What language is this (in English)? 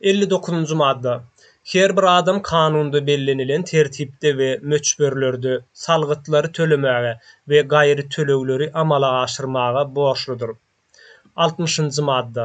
Turkmen